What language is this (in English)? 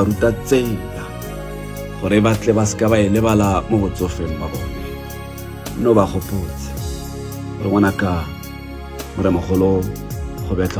Tswana